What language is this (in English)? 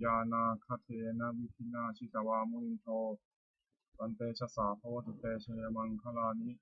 Pali